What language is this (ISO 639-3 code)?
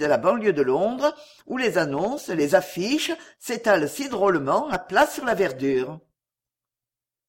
fra